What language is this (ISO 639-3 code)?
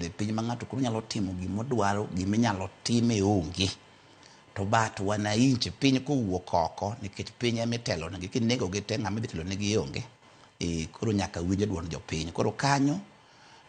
luo